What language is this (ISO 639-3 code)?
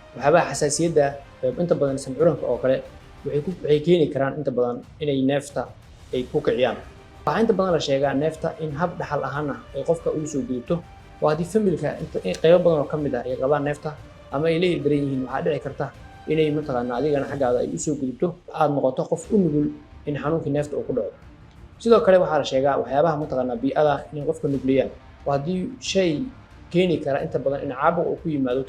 som